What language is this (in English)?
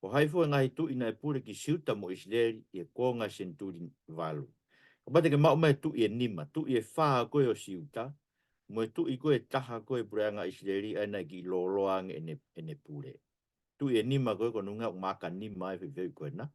Tongan